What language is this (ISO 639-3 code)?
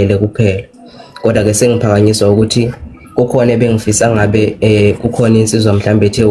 zul